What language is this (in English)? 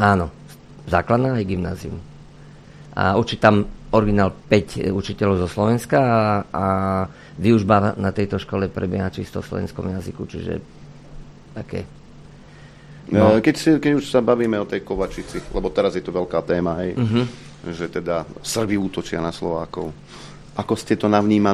Slovak